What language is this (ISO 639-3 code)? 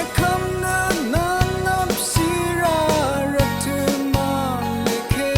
raw